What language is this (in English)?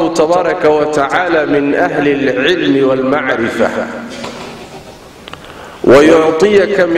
Arabic